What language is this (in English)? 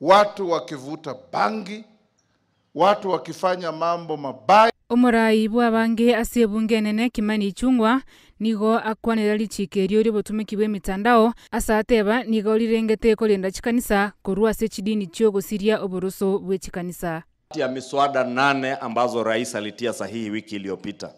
Gusii